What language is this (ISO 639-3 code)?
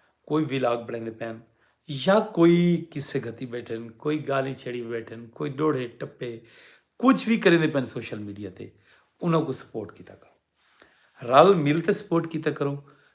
skr